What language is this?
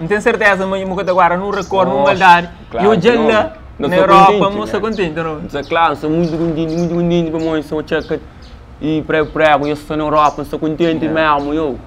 Kabuverdianu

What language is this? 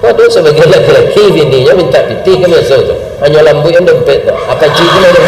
Minangkabau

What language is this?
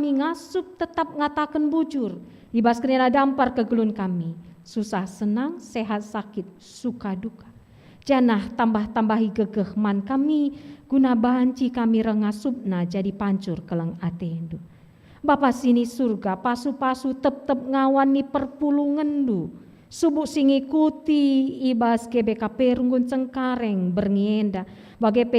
Batak Karo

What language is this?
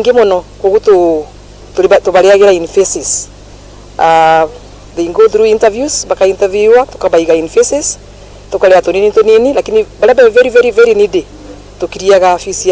Meru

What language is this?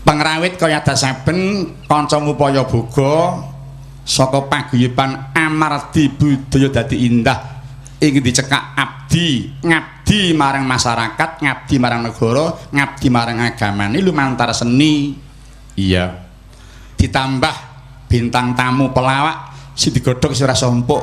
Javanese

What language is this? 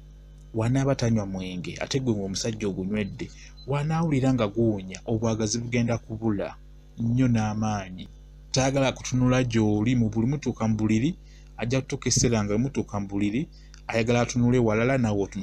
Ganda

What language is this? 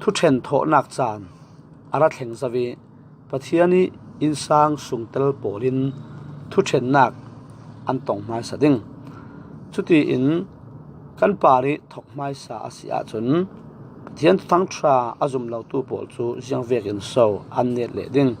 Falam Chin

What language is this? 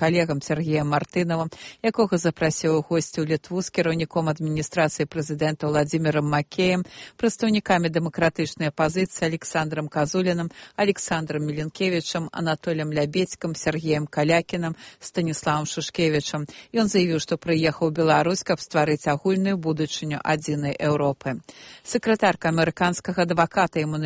Belarusian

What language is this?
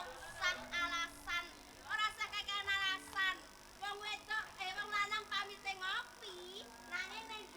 Javanese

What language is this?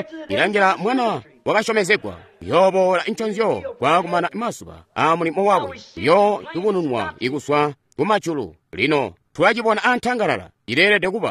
Tonga (Zambia)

